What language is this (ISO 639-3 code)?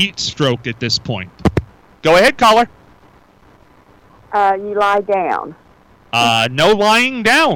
eng